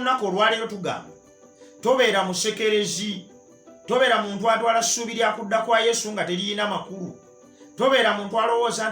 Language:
Ganda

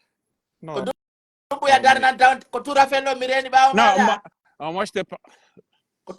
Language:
Pular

